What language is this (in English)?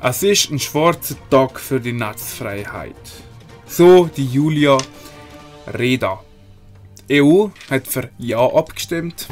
Swiss German